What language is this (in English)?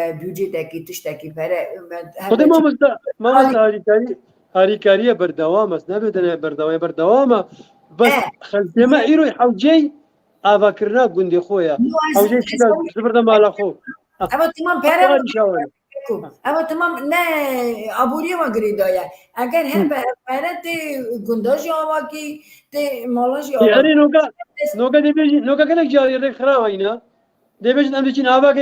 Kurdish